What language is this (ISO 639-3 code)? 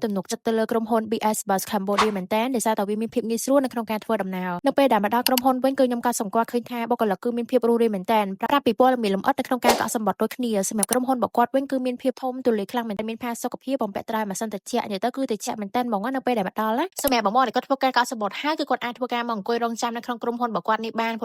khm